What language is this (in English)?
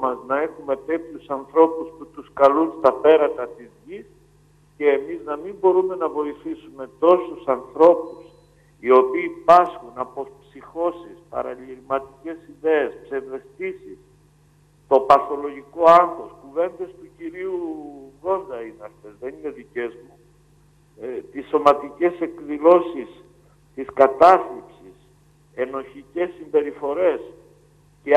Greek